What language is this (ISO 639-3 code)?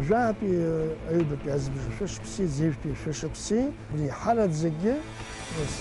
abk